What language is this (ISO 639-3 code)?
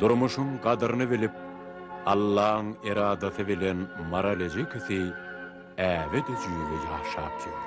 tuk